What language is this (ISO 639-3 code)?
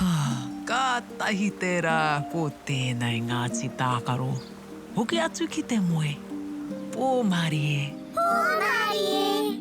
mri